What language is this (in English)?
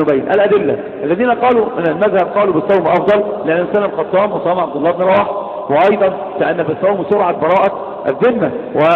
Arabic